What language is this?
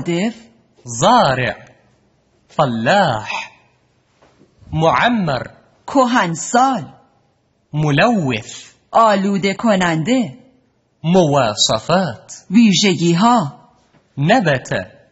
Persian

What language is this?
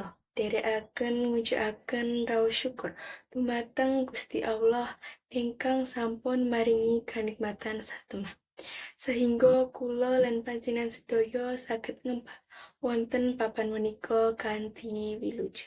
Javanese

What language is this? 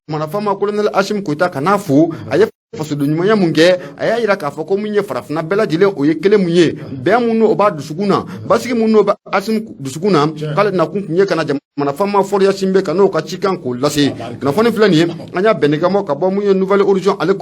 Bambara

